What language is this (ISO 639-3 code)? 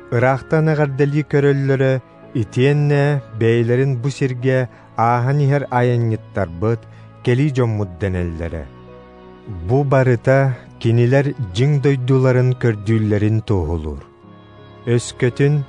sah